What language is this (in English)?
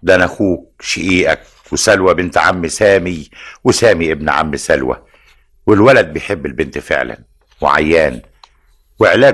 Egyptian Arabic